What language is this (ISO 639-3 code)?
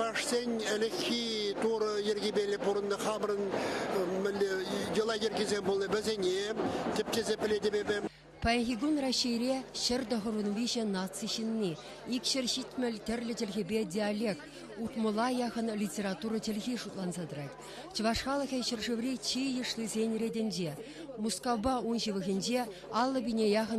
chv